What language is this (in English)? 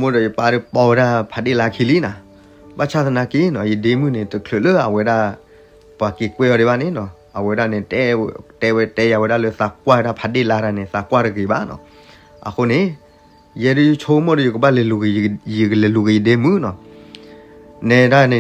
S'gaw Karen